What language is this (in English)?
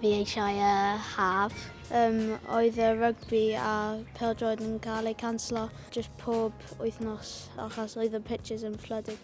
Welsh